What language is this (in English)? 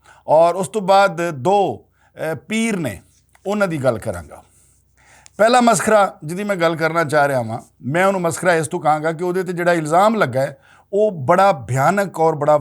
Western Panjabi